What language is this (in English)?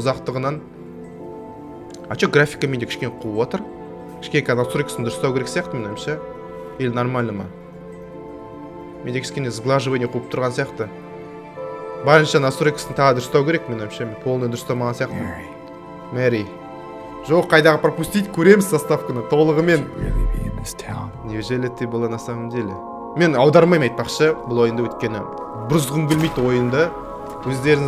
Kazakh